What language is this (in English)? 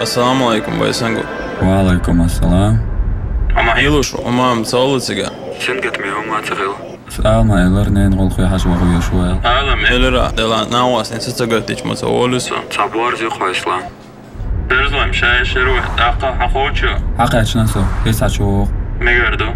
Chechen